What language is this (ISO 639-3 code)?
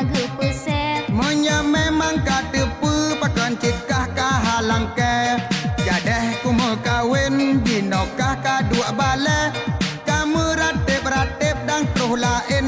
ace